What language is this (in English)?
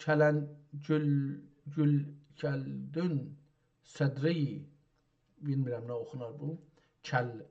South Azerbaijani